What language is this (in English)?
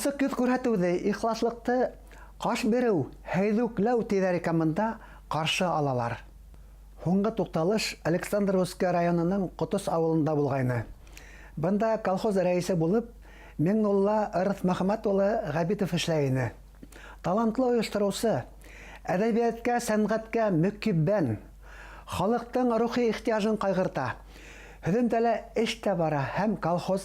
Bashkir